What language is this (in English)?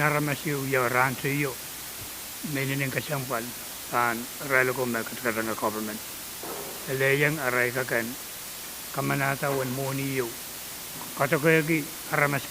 Pohnpeian